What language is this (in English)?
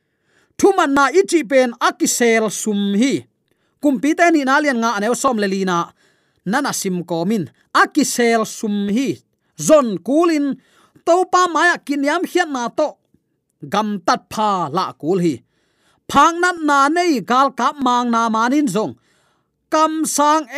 Tedim Chin